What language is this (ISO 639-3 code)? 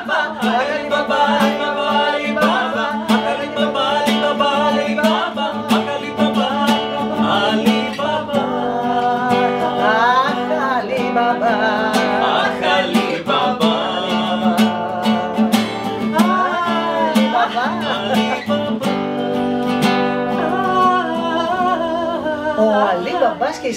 ell